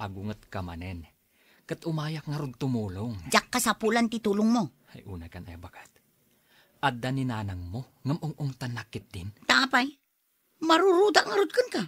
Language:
Iloko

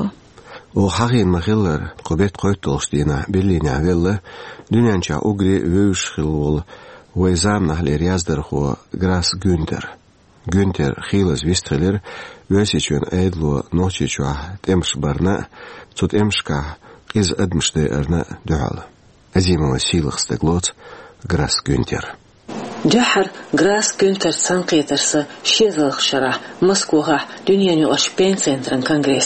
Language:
Chechen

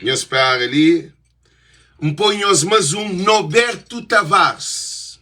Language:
Kabuverdianu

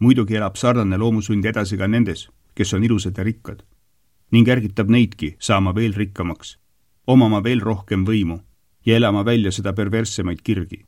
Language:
Estonian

